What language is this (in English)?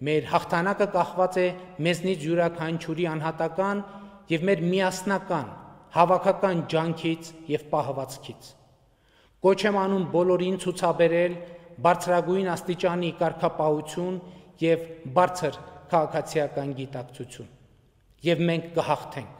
Armenian